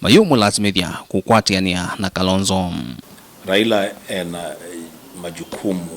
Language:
Kamba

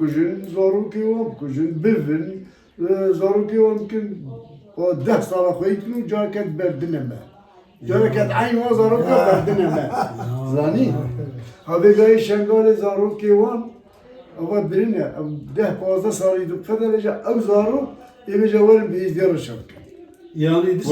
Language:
Kurdish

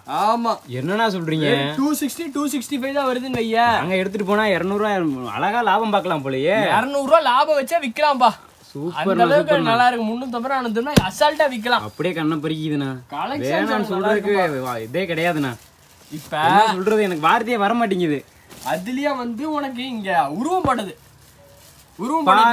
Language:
Tamil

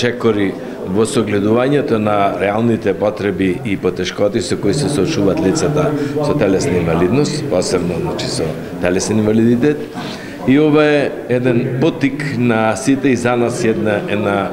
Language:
Macedonian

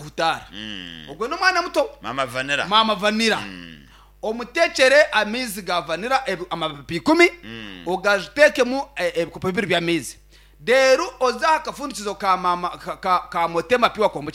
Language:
Nyankole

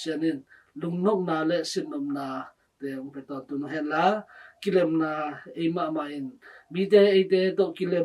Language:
Tedim Chin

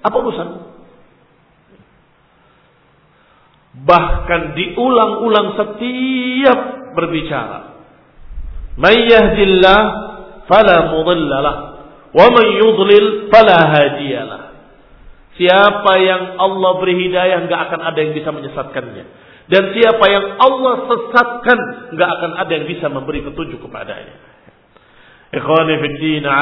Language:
Indonesian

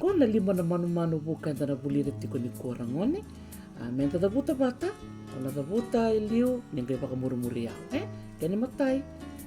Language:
Fijian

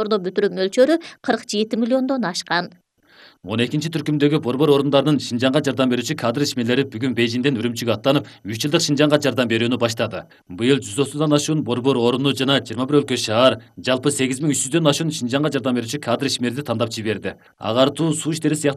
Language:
Kyrgyz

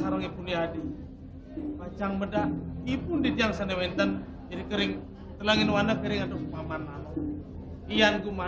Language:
Balinese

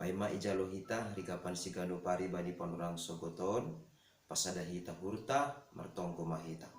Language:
Batak Simalungun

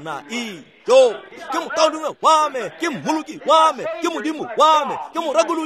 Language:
Tswana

